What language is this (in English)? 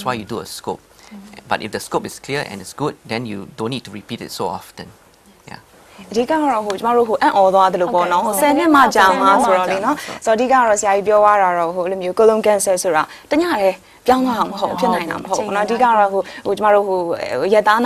Burmese